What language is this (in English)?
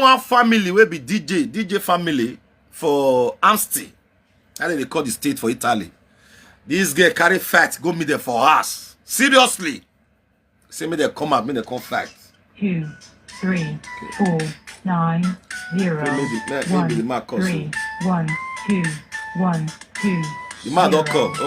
Nigerian Pidgin